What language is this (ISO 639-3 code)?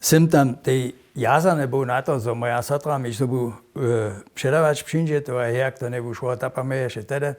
hsb